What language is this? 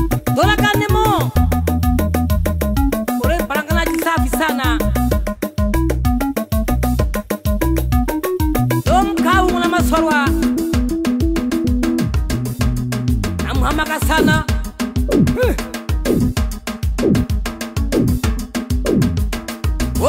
Swahili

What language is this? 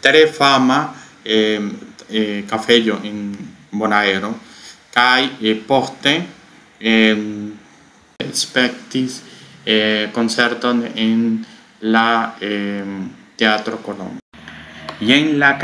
Esperanto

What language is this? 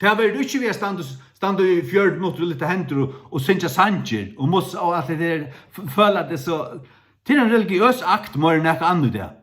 Faroese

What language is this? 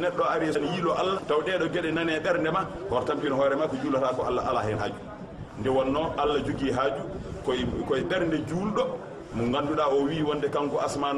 Fula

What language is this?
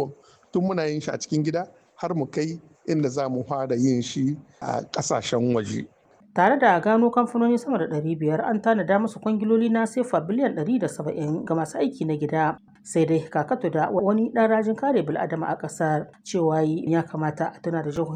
Hausa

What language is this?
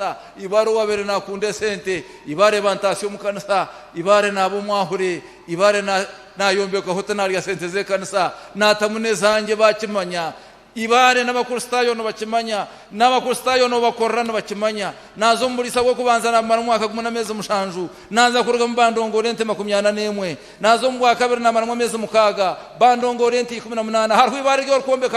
Nyankole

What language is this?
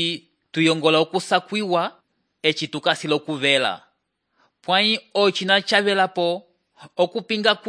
Umbundu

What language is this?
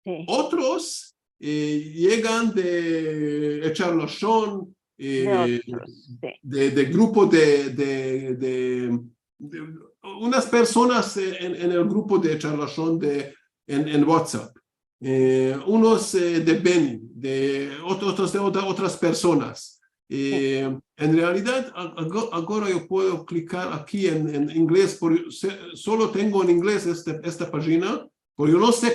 Ladino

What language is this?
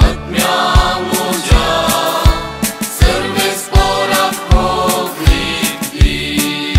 Konkani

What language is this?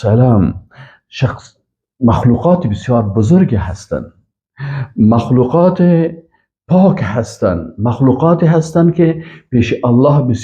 Persian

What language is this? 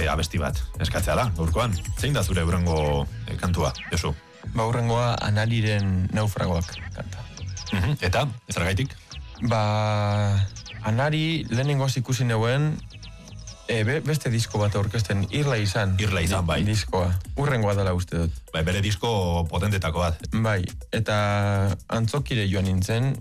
Basque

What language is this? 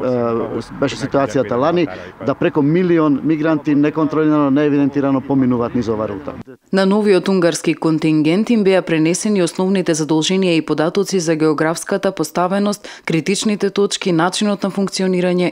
Macedonian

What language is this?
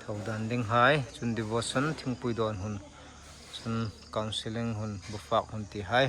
Hmar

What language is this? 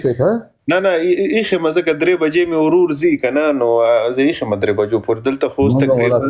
Pashto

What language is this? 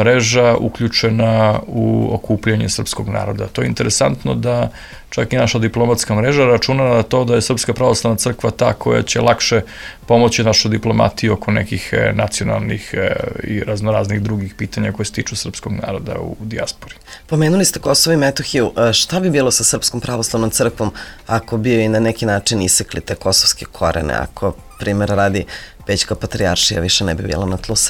Serbian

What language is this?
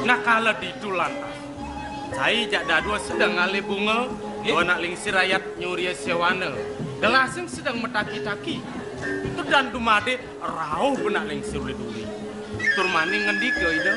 Balinese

